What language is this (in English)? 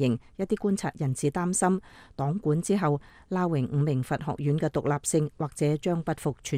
Cantonese